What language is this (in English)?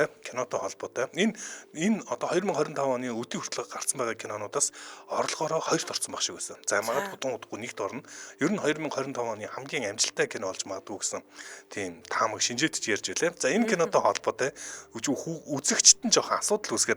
Mongolian